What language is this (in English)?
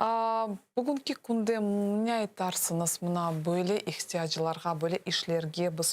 Crimean Tatar